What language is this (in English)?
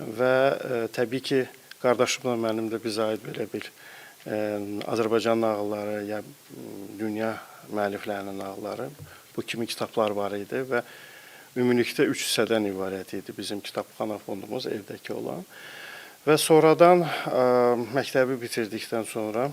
Azerbaijani